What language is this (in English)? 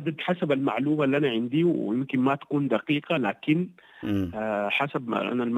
Sudanese Arabic